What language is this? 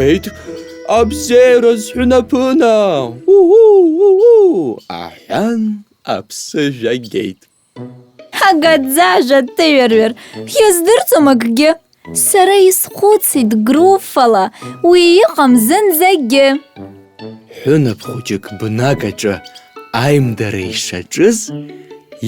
Abkhazian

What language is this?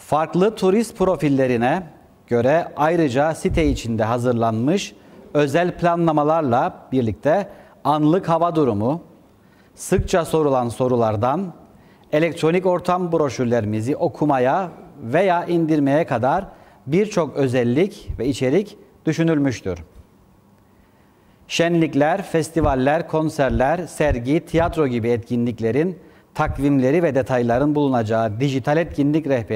Turkish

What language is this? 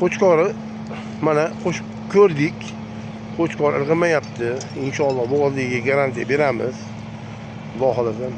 Uzbek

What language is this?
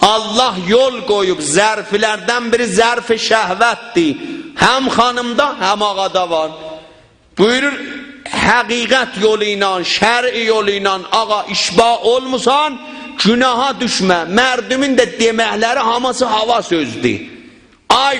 South Azerbaijani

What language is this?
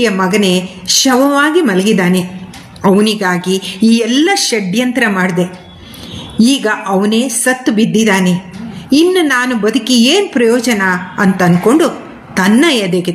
Kannada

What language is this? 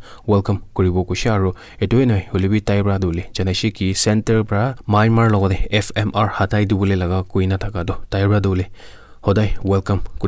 Naga Pidgin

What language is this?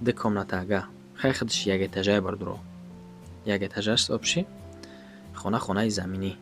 Tajik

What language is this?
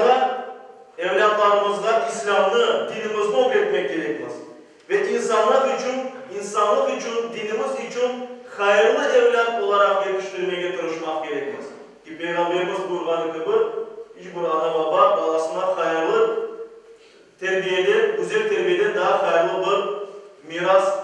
Crimean Tatar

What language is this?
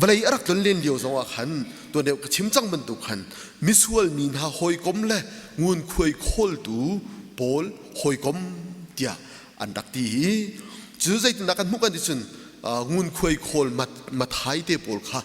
Hakha Chin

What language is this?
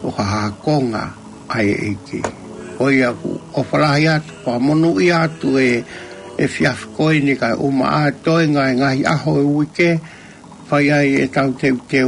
Tongan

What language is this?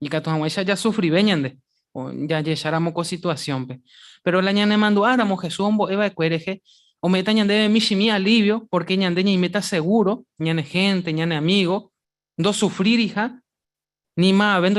Guarani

